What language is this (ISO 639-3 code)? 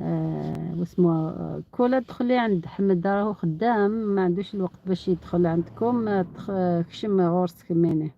arq